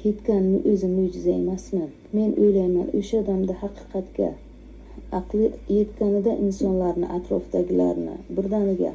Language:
Uzbek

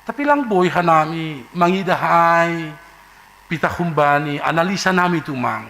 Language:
Batak Simalungun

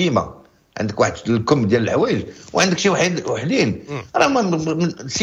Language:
Moroccan Arabic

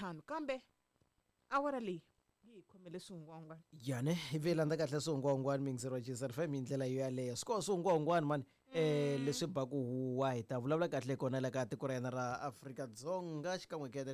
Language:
Tsonga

